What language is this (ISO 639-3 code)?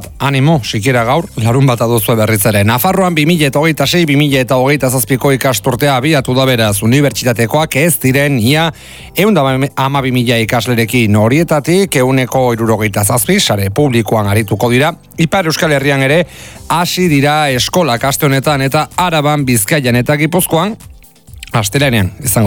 eus